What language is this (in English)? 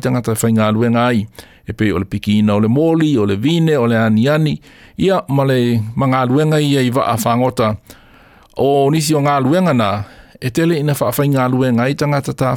Samoan